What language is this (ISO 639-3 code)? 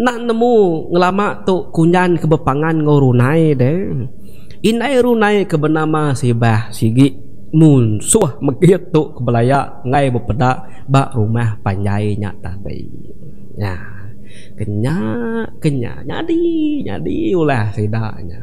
iba